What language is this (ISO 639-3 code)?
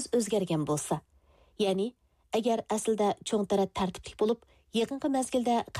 uig